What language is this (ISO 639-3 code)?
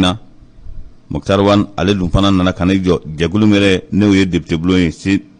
bam